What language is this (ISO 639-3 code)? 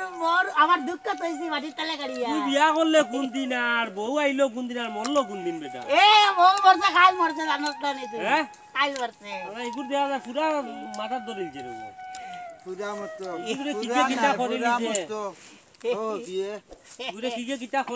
syl